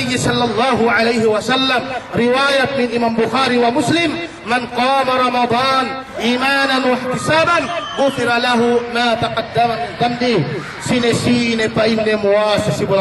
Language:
Yakan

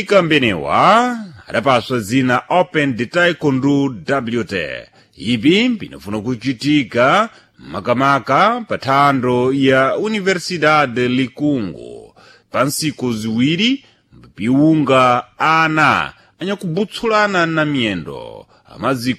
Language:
Sena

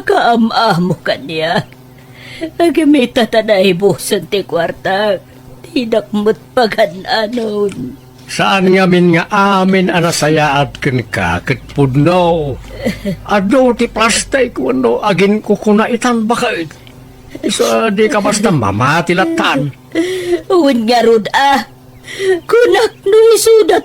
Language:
Iloko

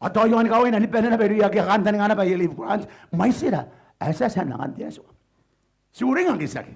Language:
Gilbertese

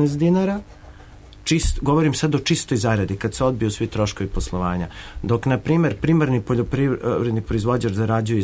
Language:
Serbian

